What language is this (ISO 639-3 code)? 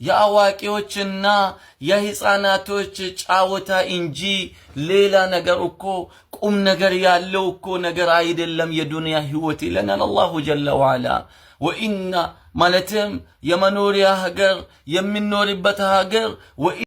amh